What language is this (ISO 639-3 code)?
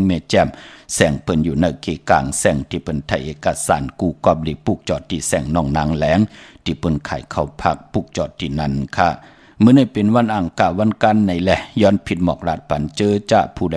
shn